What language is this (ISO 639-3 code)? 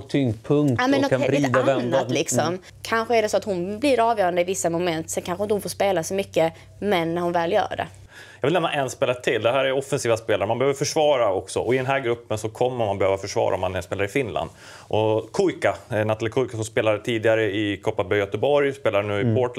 swe